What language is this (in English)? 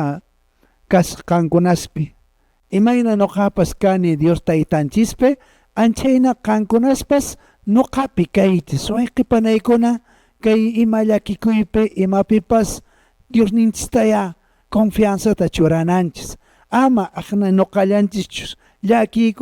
Quechua